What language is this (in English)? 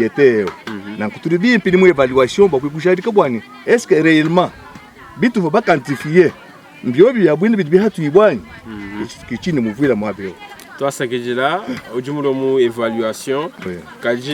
Luba-Lulua